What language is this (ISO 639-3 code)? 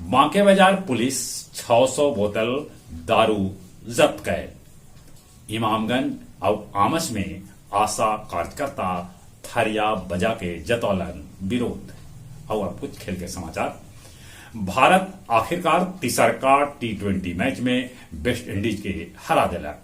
mag